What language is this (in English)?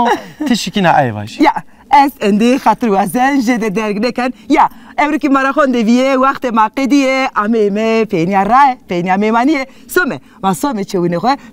Zaza